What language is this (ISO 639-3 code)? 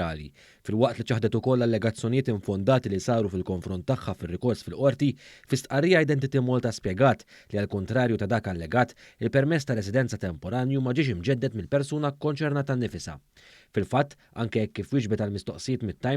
mlt